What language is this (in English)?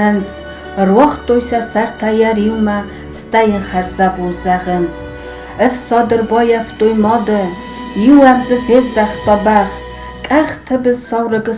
Ossetic